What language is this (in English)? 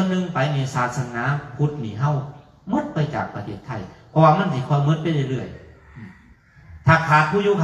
Northeastern Thai